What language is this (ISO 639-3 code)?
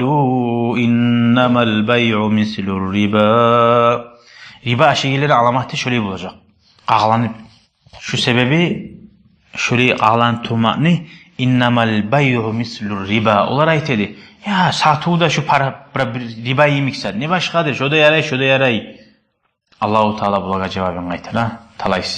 kum